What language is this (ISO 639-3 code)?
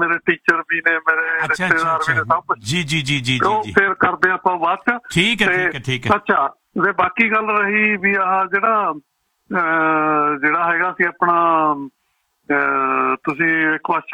pan